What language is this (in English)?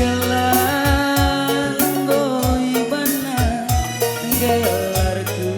Batak Karo